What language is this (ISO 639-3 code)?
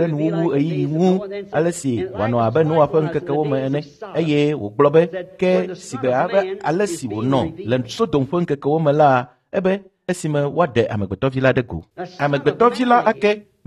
ewe